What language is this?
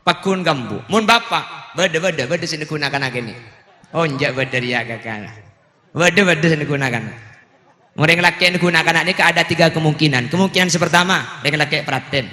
Madurese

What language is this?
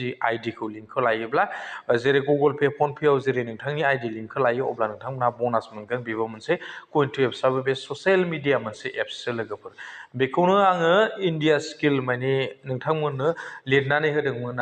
Bodo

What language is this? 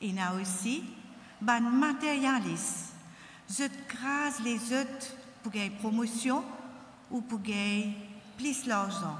Morisyen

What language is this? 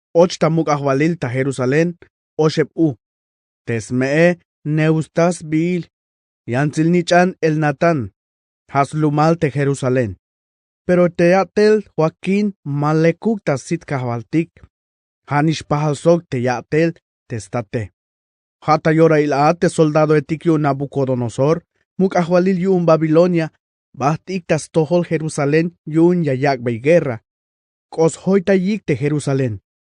Tzeltal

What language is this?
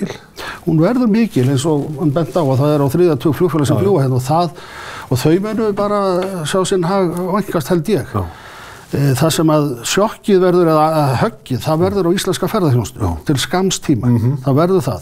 Icelandic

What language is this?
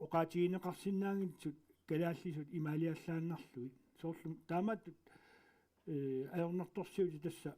Kalaallisut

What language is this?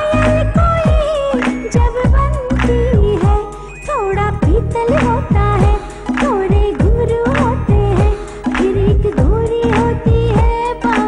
Hindi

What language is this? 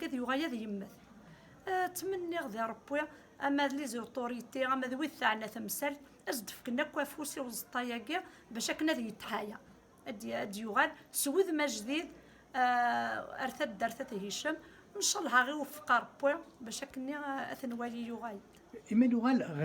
Kabyle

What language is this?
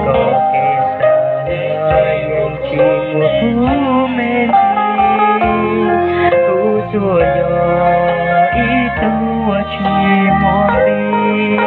Hmong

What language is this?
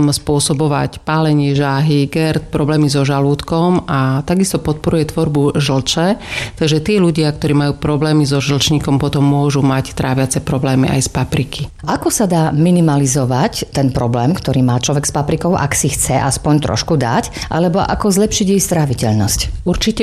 Slovak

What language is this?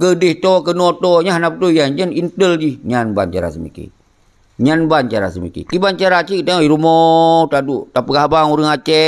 Achinese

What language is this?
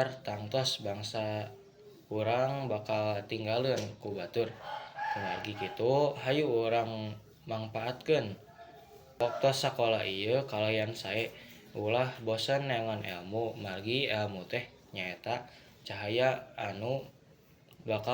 Sundanese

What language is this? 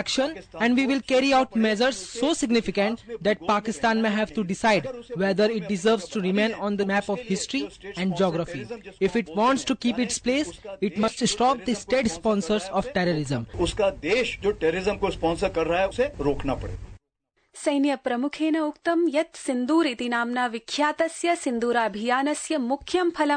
Sanskrit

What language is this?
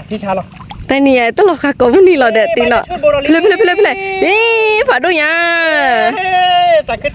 S'gaw Karen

